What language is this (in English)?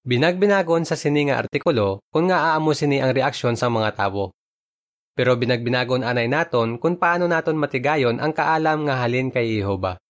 Hiligaynon